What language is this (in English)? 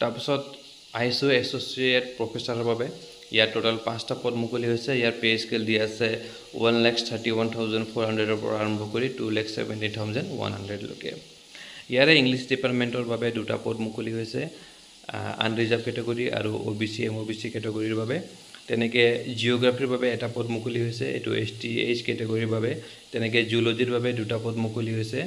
Assamese